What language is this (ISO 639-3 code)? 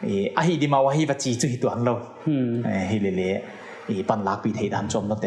pck